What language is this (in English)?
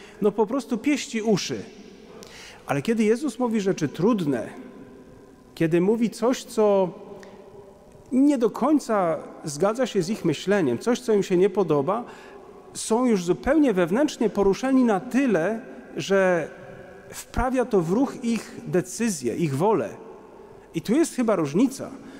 Polish